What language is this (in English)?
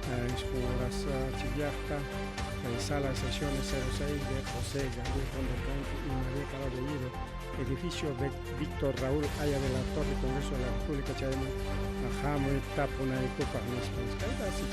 Ayacucho Quechua